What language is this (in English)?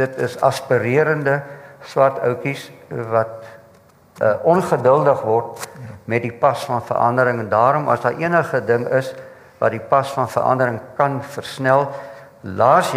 Afrikaans